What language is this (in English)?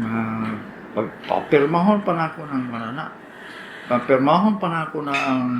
Cebuano